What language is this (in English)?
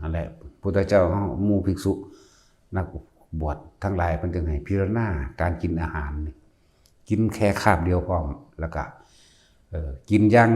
Northeastern Thai